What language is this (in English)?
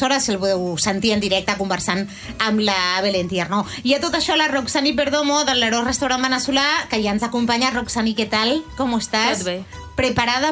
Catalan